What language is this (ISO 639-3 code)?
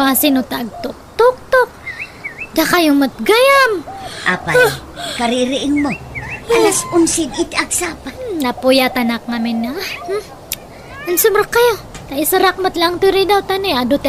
ilo